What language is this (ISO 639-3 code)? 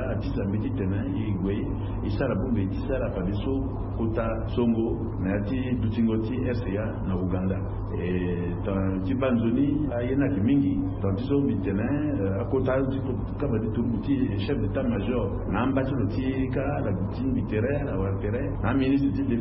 sag